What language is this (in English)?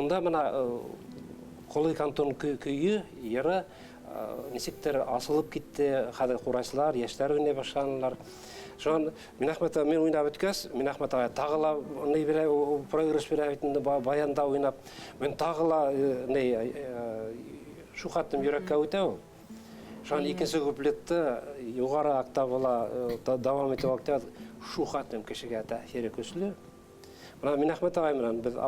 Bashkir